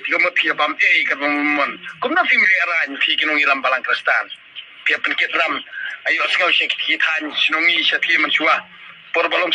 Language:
Khasi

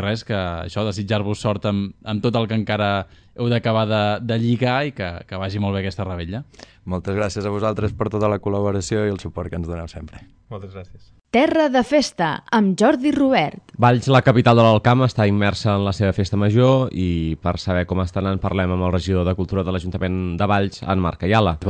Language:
Catalan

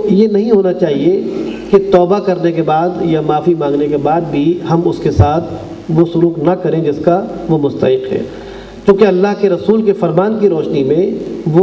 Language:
Urdu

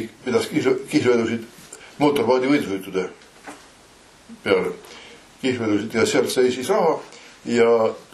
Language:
Estonian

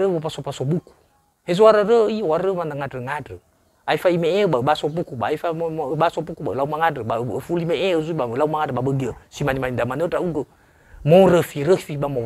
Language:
Nias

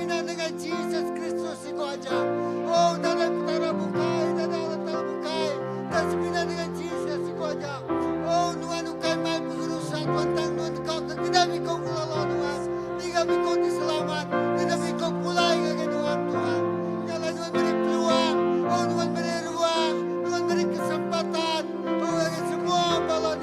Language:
Iban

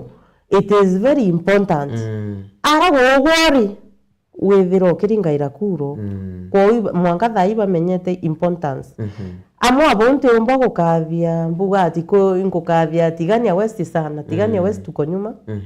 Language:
Meru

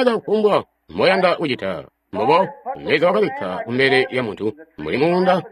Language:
Tonga (Zambia)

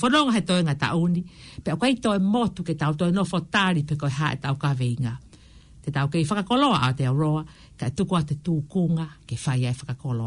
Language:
Tongan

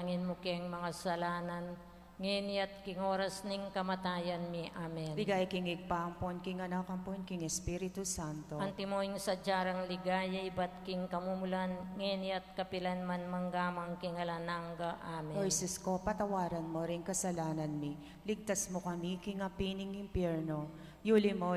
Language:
Pampanga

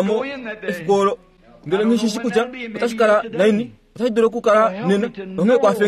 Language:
Kuanyama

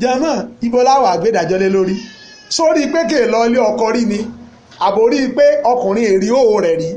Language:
Yoruba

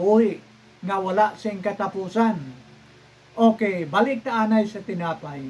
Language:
Hiligaynon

